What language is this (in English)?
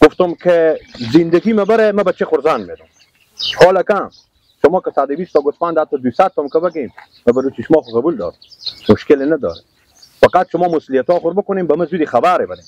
Persian